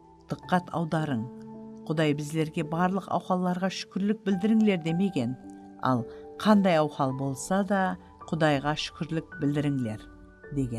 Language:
Kara-Kalpak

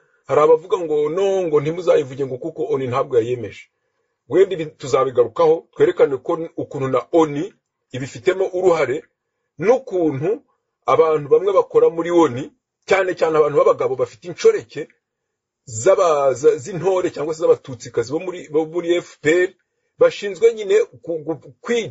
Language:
Kinyarwanda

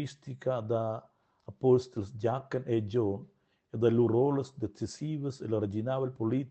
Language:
Romansh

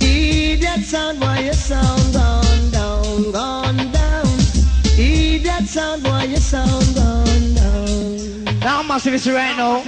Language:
Jamaican Creole English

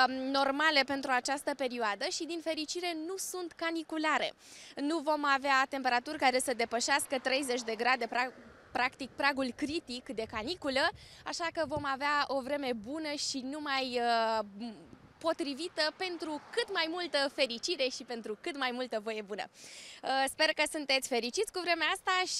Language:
Romanian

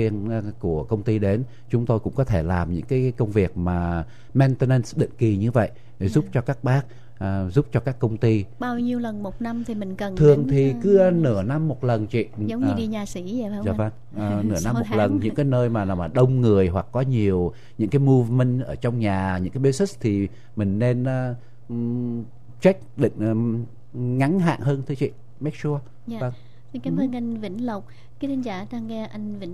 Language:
Vietnamese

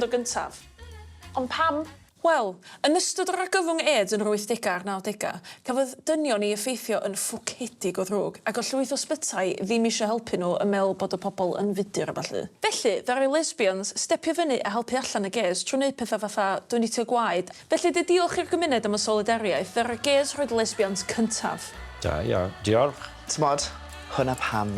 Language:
Welsh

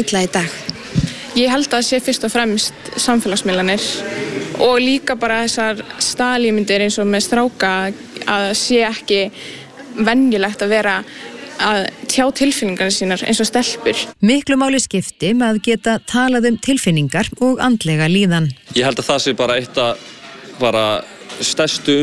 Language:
Icelandic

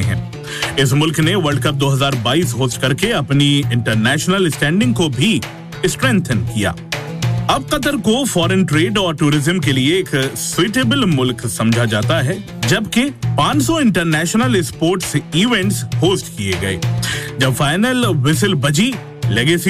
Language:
Hindi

